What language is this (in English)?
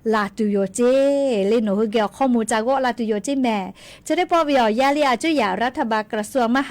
Lahu